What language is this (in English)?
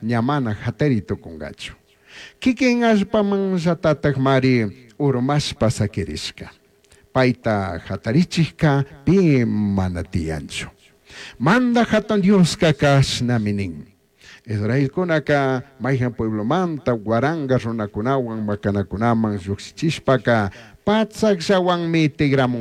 Chimborazo Highland Quichua